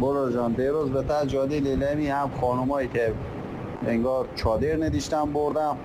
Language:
Persian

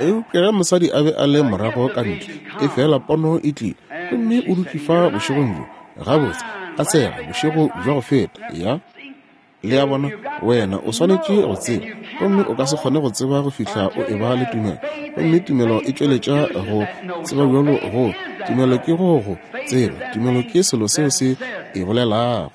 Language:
Northern Sotho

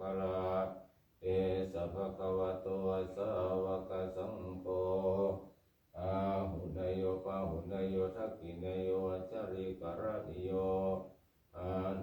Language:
Pali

